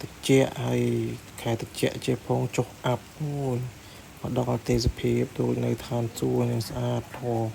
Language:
Khmer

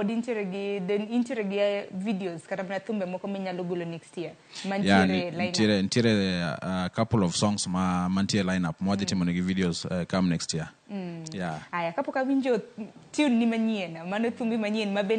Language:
Luo (Kenya and Tanzania)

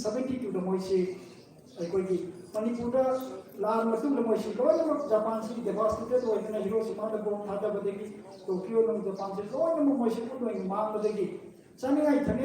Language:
Manipuri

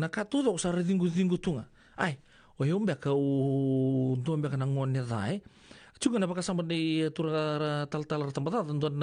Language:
Fijian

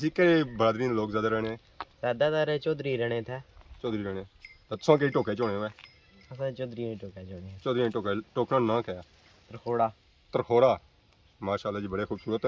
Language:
Pahari-Potwari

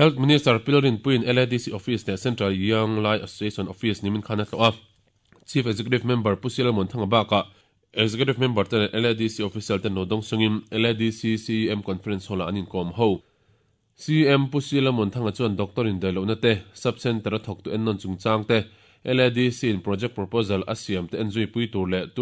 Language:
Mizo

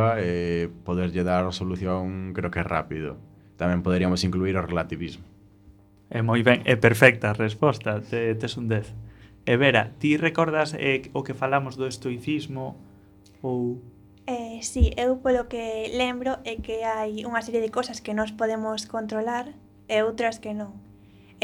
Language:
Galician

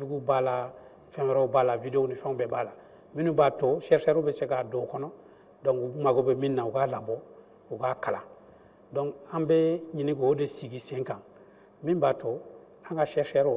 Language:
Bambara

